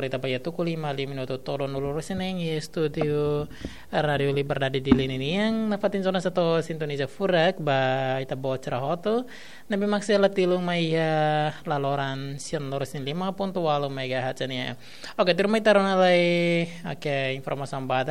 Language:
Tetum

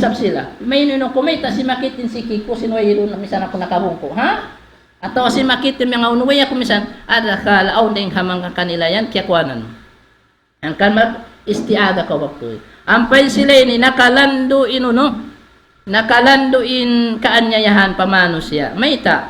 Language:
Tausug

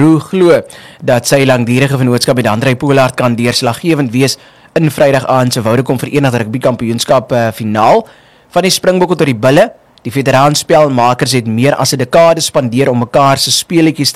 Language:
Afrikaans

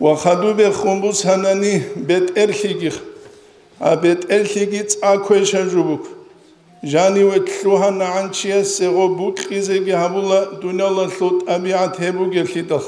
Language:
Avaric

